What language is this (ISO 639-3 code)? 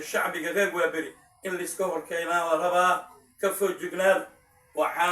som